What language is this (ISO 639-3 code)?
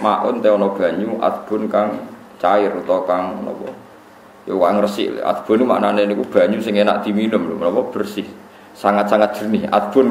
jav